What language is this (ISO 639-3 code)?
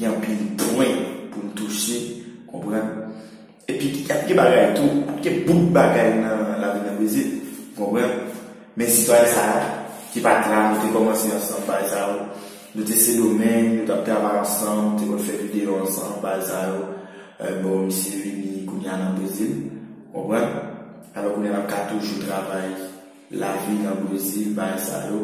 hat